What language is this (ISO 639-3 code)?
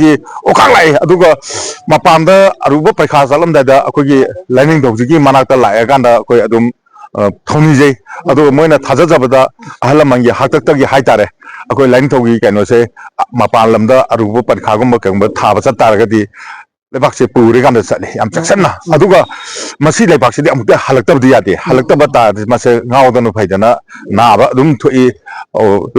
mni